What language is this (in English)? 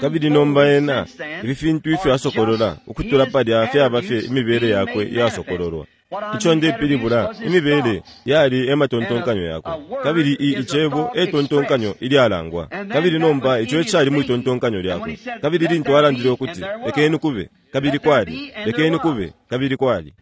Bemba